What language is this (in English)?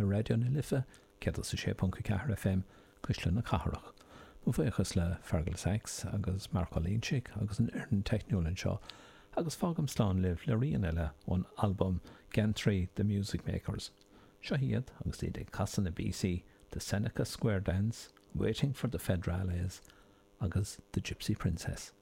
Irish